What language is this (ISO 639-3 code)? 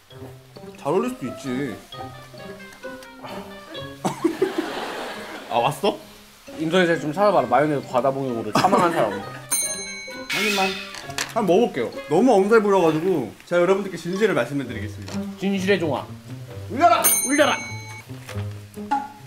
kor